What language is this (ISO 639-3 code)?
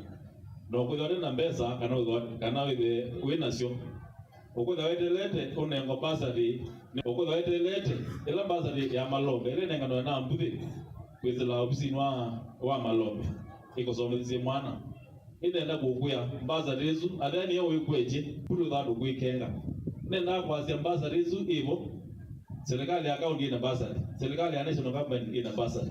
kam